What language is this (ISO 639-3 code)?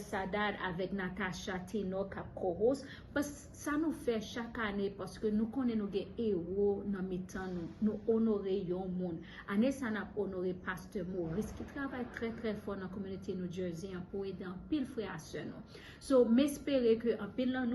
hat